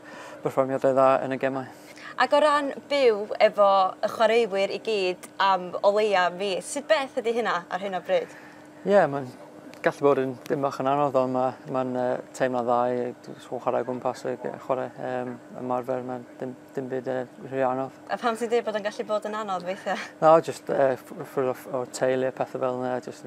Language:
Welsh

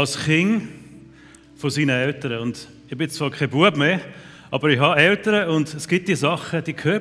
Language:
Swiss German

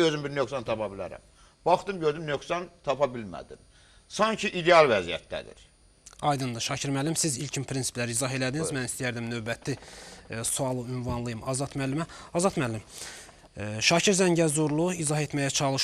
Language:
Azerbaijani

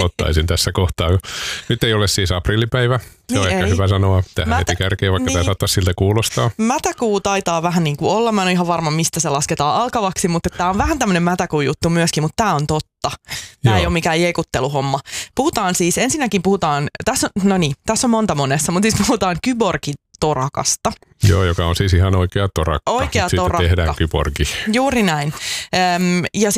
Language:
Finnish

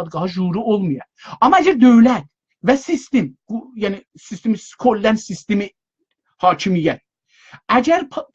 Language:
South Azerbaijani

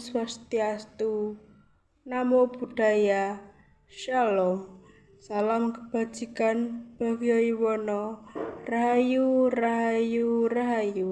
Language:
Javanese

